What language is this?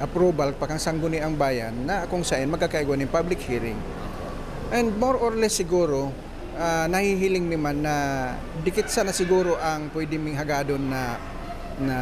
Bikol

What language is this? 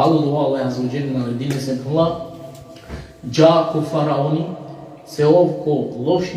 Balkan Romani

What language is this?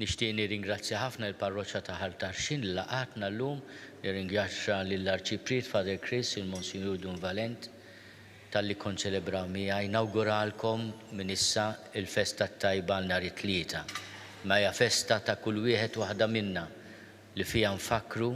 Maltese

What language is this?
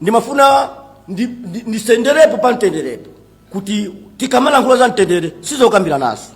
Nyanja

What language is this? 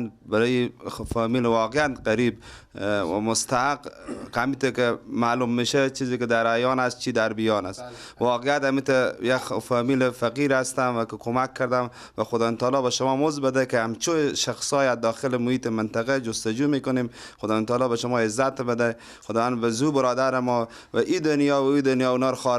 Persian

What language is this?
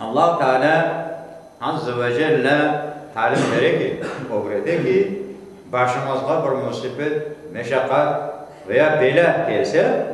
Crimean Tatar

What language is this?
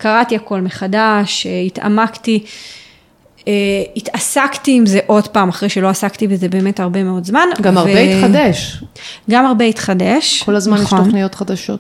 Hebrew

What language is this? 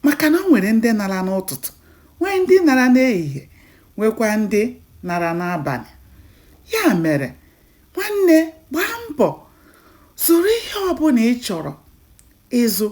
Igbo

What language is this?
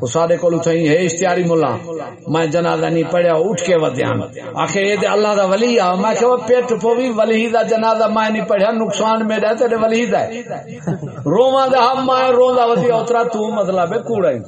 Saraiki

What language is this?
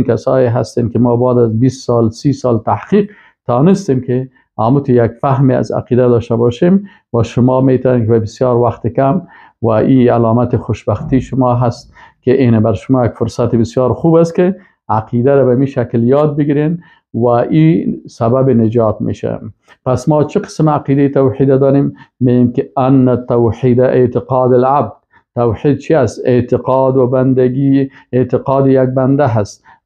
Persian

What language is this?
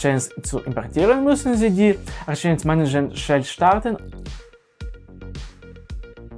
German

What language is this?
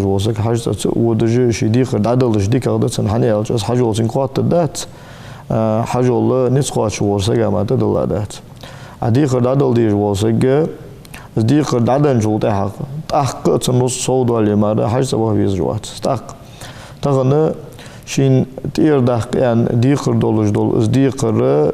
Ingush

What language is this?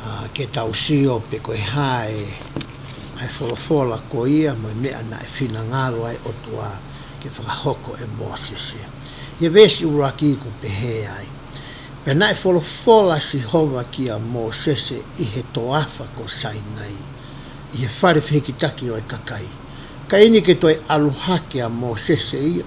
Tongan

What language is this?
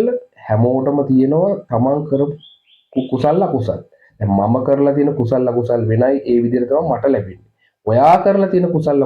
Sinhala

